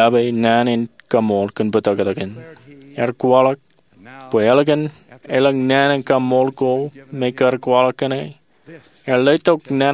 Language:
Marshallese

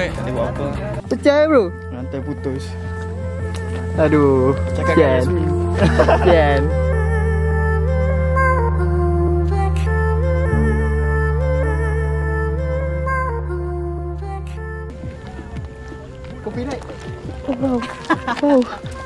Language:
Malay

